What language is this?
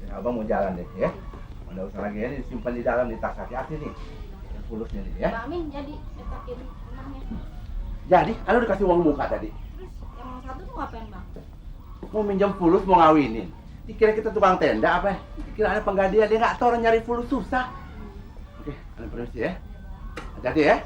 Betawi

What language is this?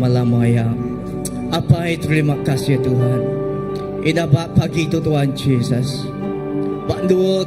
Iban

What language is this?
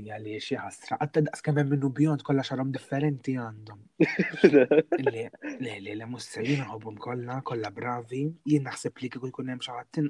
Maltese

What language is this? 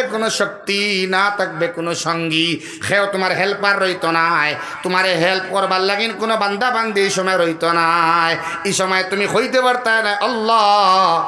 Sylheti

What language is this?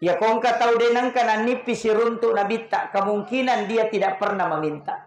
Buginese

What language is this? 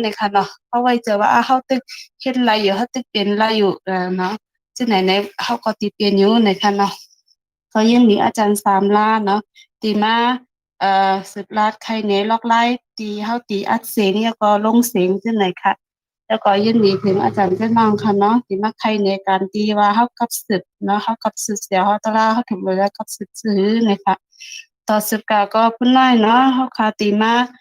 Shan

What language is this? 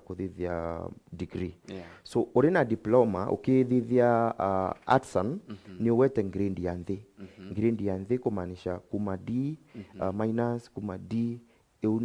Meru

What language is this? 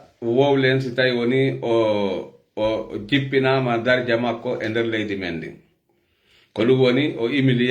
Fula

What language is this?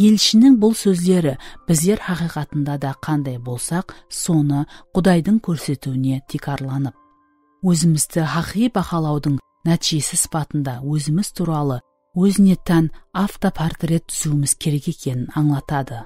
Kara-Kalpak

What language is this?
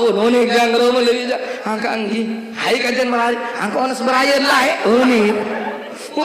Sasak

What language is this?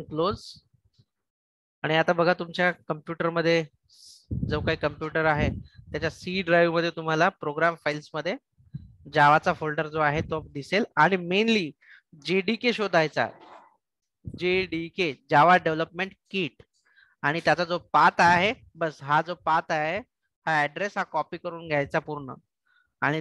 Marathi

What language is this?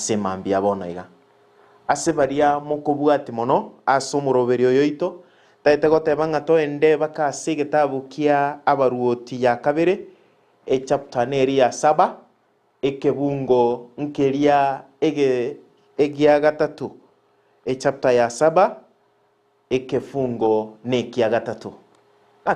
Gusii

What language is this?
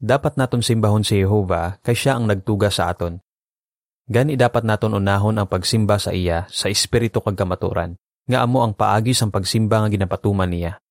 Hiligaynon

